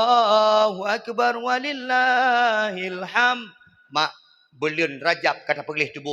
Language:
Achinese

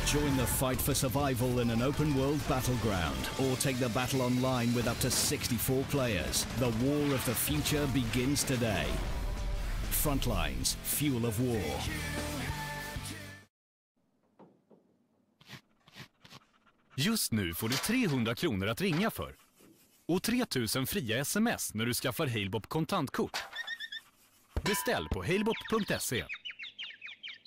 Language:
Swedish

